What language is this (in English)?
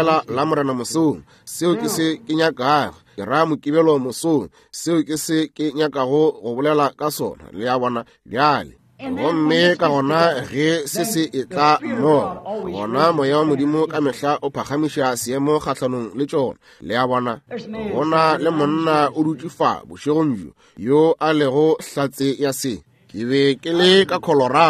Northern Sotho